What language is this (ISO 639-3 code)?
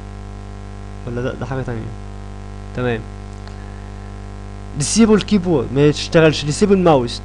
arz